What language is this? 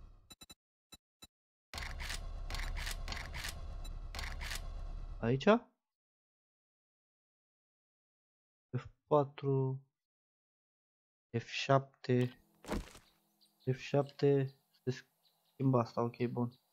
Romanian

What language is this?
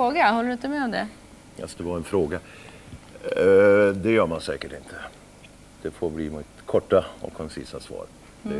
Swedish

